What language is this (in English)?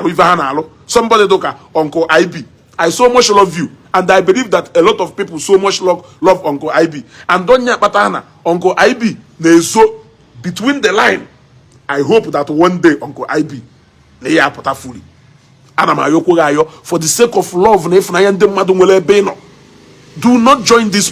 Igbo